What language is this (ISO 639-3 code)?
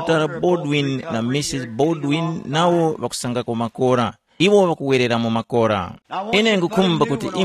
tum